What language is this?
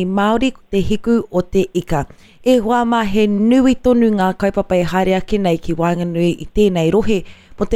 Māori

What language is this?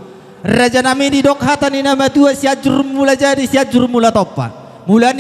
Batak Toba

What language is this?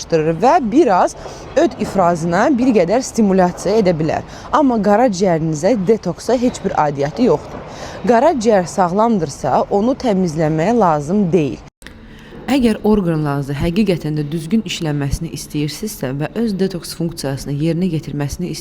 Azerbaijani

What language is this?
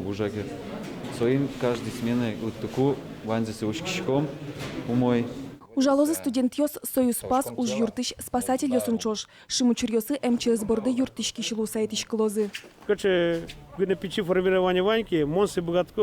Udmurt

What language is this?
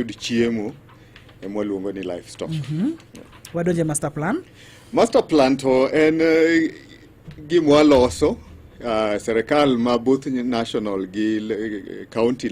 Luo (Kenya and Tanzania)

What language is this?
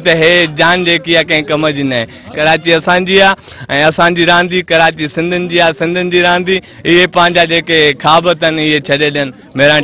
Sindhi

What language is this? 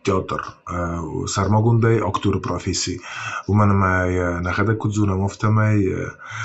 Ossetic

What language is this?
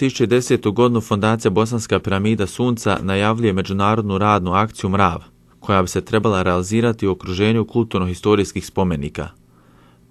Bosnian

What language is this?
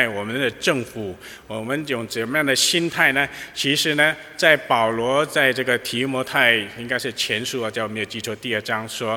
Chinese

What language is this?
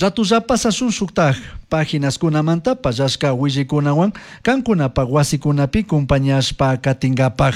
Chimborazo Highland Quichua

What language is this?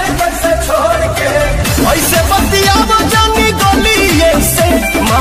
Bhojpuri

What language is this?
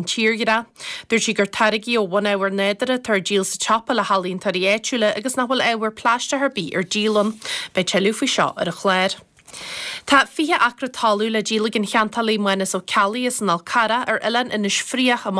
Irish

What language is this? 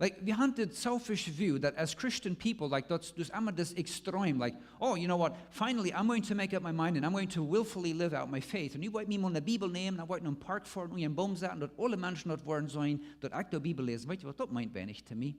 Plautdietsch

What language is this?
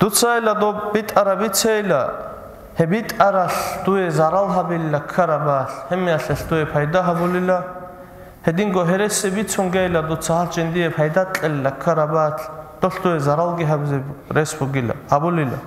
Avaric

